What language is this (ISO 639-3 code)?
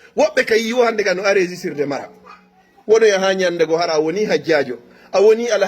ful